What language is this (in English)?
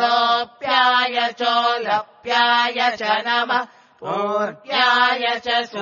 Sanskrit